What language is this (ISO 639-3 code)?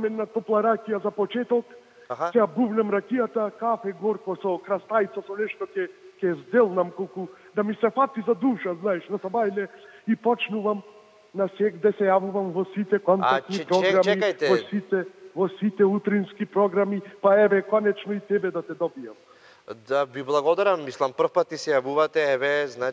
mkd